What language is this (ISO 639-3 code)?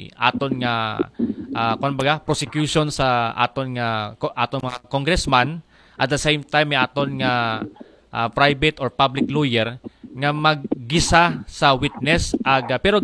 akl